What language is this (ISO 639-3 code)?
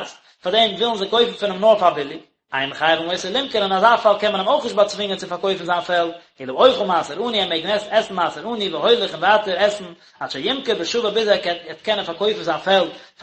yid